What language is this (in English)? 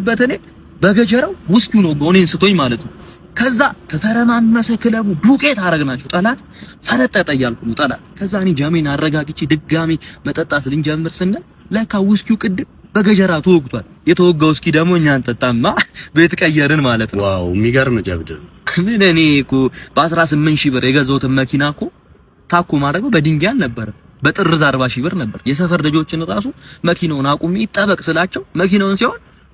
Amharic